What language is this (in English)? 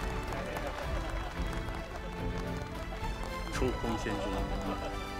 Chinese